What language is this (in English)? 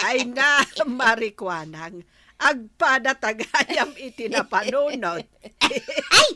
Iloko